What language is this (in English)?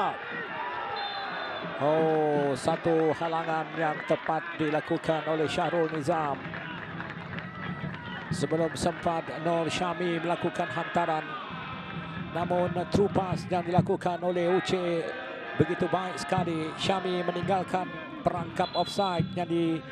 Malay